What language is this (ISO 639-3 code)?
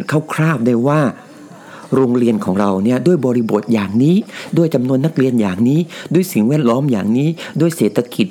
tha